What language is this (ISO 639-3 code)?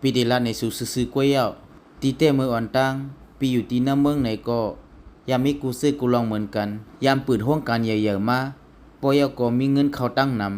shn